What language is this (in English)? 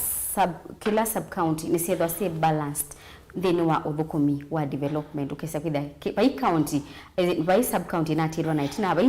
Kamba